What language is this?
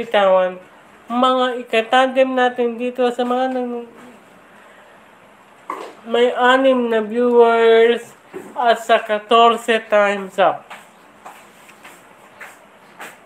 Filipino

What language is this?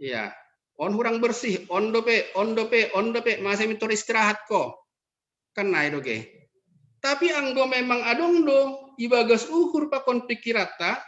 Batak Simalungun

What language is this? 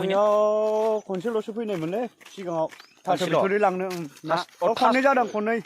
Bodo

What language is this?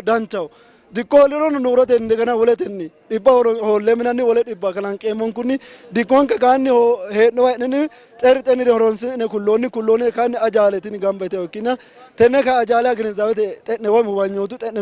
Sidamo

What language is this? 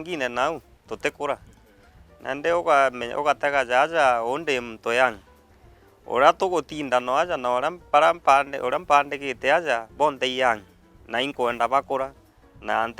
Meru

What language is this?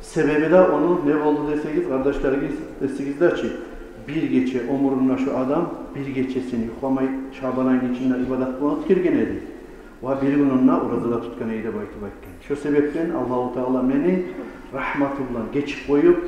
Kumyk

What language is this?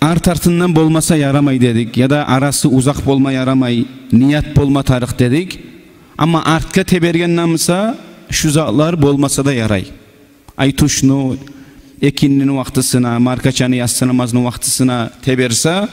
Kumyk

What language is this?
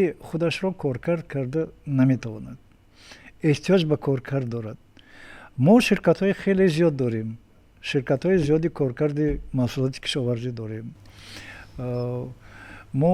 Tajik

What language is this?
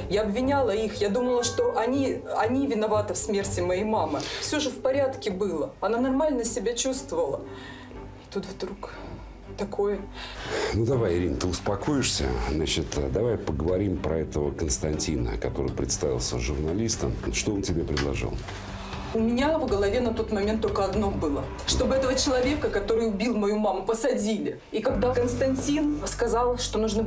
Russian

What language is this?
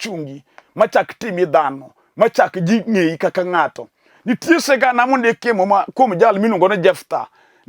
Luo (Kenya and Tanzania)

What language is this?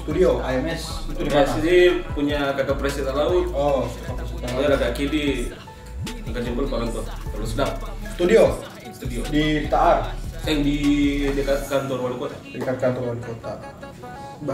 Ambonese Malay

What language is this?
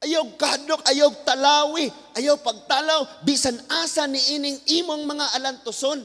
Cebuano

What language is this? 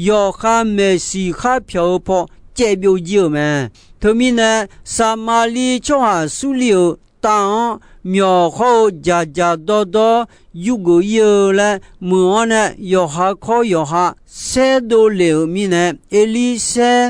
Akha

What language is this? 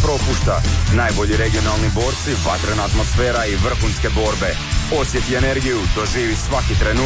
Croatian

